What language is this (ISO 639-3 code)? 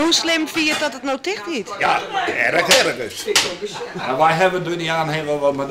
fry